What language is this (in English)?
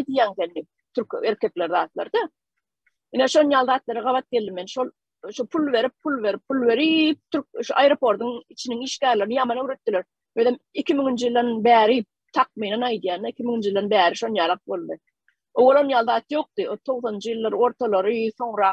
Turkmen